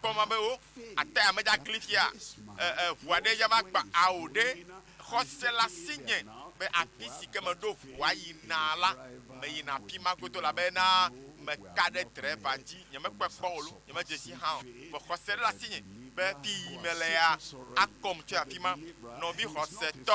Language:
Ewe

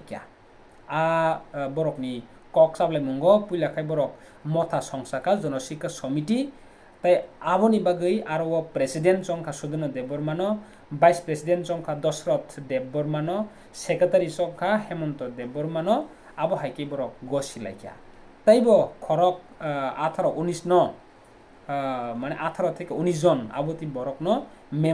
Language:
Kok Borok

